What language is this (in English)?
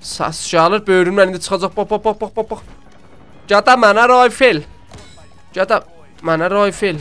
South Azerbaijani